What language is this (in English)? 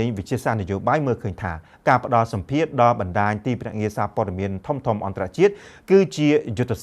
Khmer